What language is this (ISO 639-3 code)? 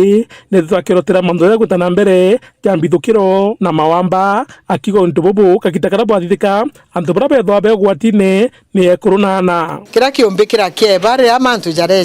mer